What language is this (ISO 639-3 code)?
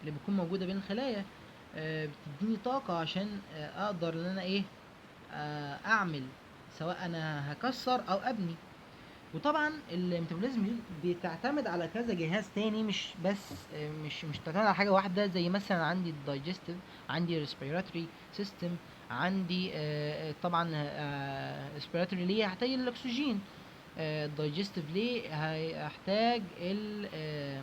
arz